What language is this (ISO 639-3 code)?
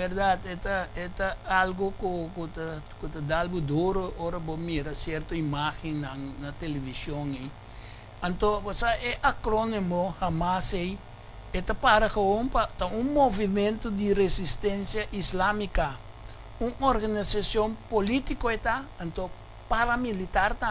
pap